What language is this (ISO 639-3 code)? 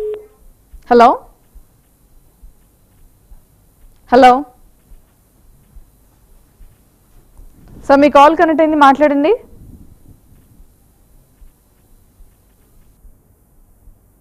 tel